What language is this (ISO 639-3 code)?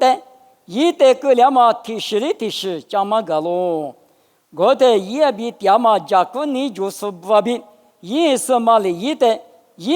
lis